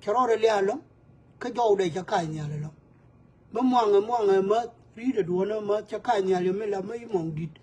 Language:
Nuer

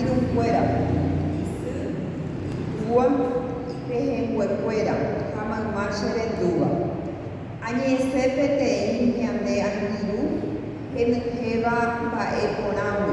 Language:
Guarani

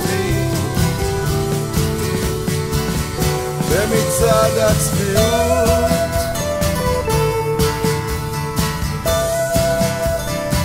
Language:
Hebrew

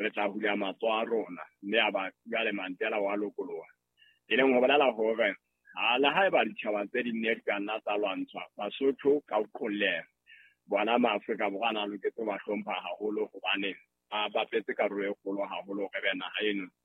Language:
Southern Sotho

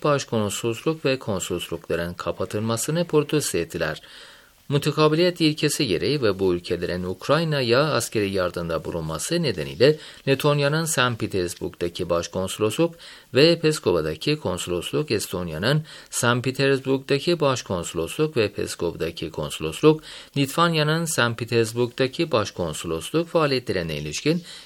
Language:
Turkish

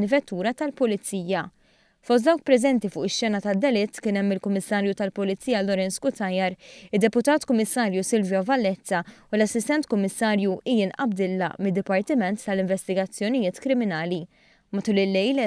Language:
Maltese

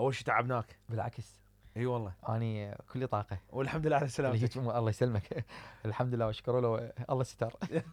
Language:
Mesopotamian Arabic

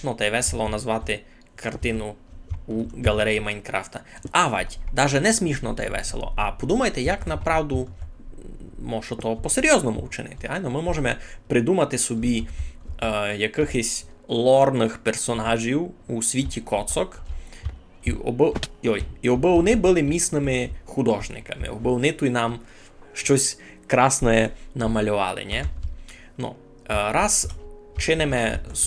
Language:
Rusyn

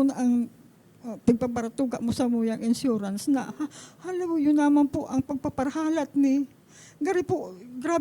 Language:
Bikol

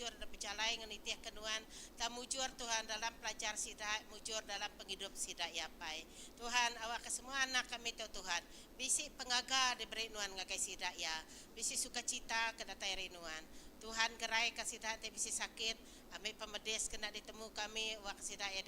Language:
Iban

